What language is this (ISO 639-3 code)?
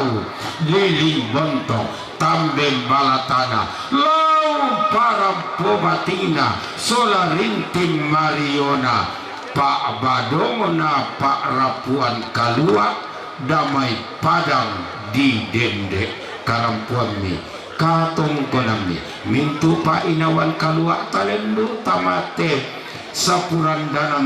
sda